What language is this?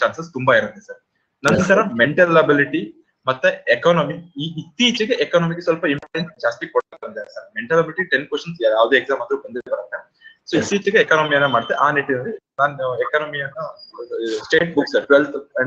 Kannada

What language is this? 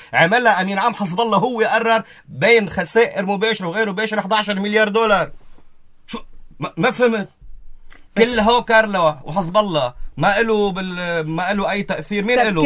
North Levantine Arabic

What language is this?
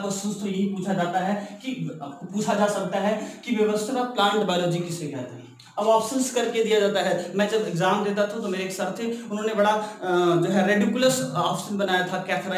Hindi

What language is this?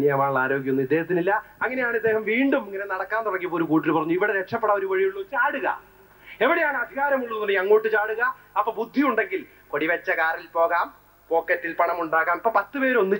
Malayalam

